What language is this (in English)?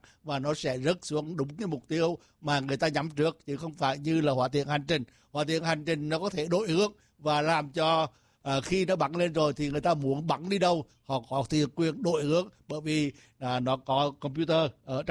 Vietnamese